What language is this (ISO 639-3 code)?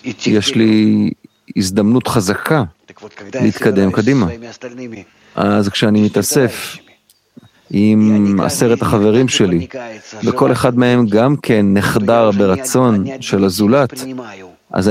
heb